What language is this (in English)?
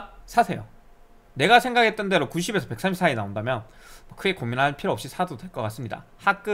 Korean